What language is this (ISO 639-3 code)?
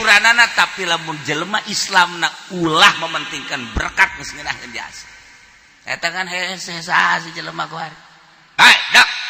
sun